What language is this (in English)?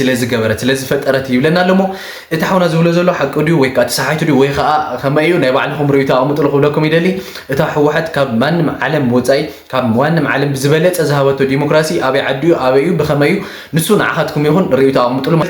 Tigrinya